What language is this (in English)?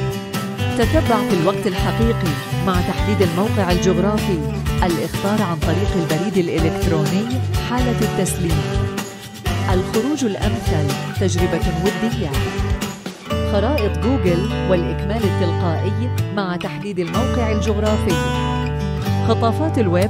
Arabic